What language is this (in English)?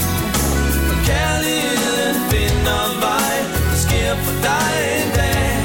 Danish